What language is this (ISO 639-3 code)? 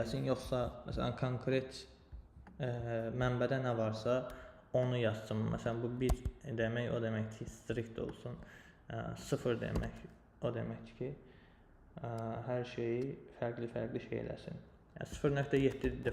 aze